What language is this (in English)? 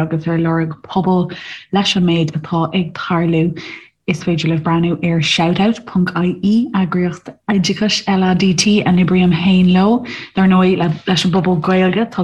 Irish